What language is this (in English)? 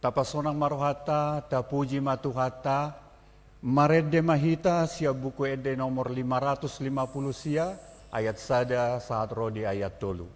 Batak Toba